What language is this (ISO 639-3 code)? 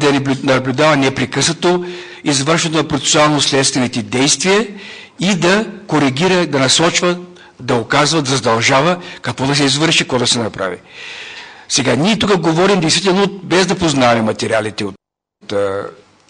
bul